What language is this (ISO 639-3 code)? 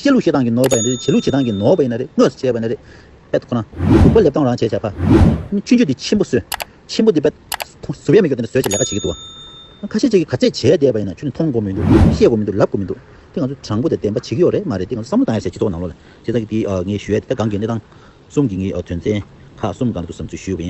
bod